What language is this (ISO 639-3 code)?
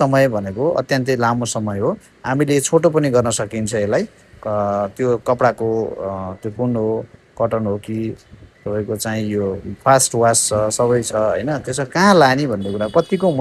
nep